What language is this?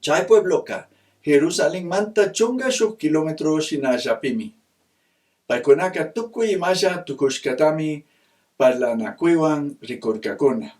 Chimborazo Highland Quichua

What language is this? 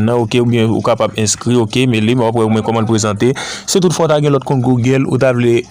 Haitian Creole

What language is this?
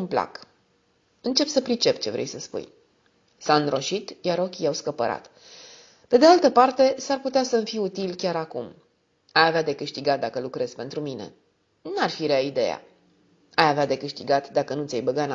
Romanian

